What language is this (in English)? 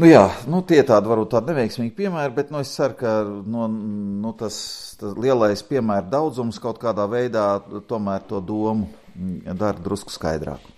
Latvian